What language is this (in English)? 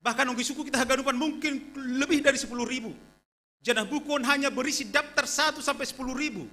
Batak Simalungun